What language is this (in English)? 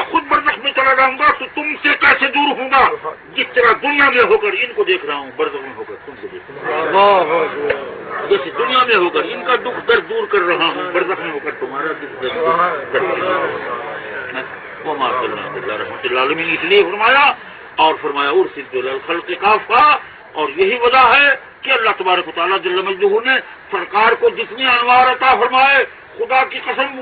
Urdu